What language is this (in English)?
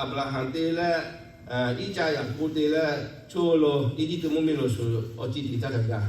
Lahu